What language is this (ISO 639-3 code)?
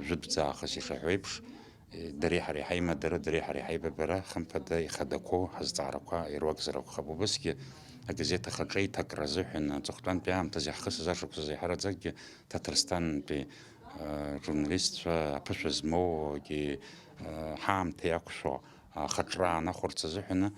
abk